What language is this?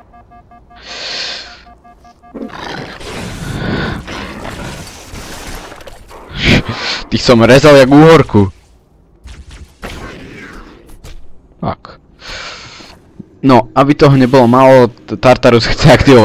Slovak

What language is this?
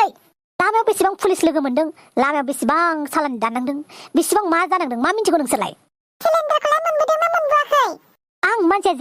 Bodo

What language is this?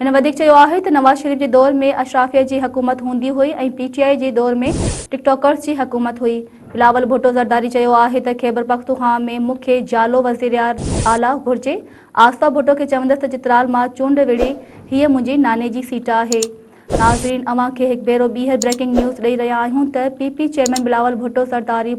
Sindhi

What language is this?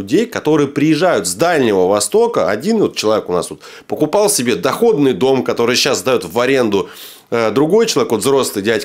Russian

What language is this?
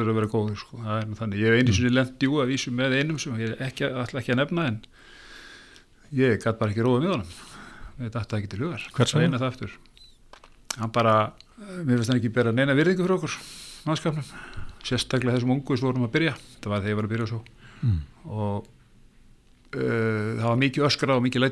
Icelandic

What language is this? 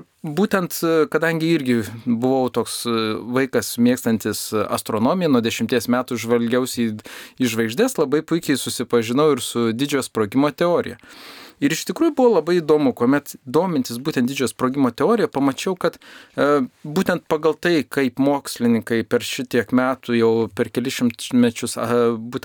Lithuanian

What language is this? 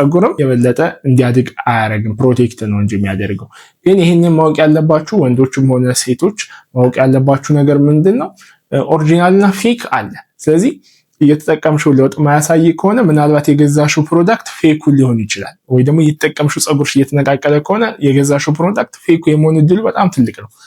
Amharic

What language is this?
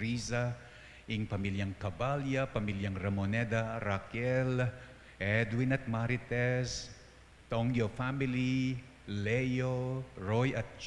Pampanga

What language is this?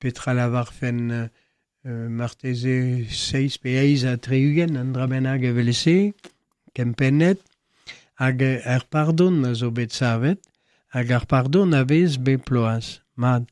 Breton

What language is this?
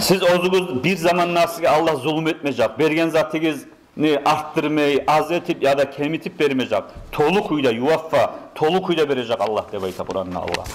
Kumyk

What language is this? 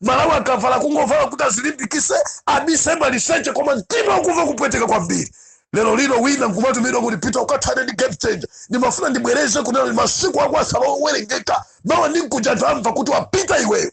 Nyanja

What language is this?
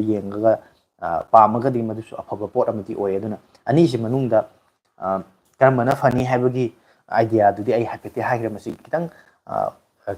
Manipuri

